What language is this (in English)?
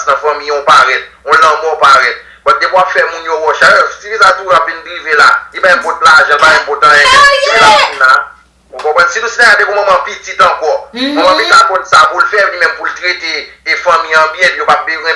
Haitian Creole